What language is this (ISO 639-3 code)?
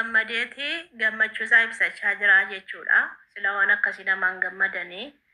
orm